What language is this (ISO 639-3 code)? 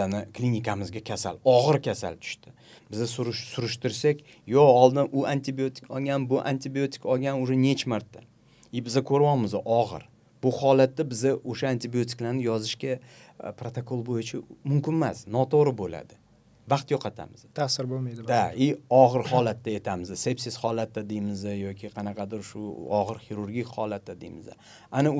uzb